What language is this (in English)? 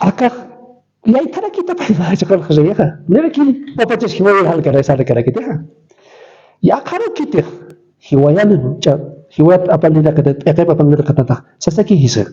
Aymara